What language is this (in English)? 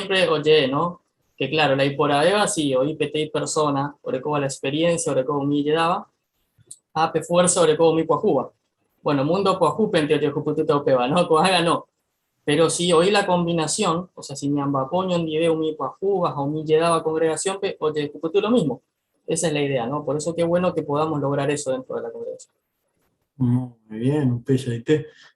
Guarani